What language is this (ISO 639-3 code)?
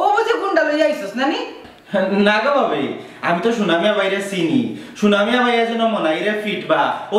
syl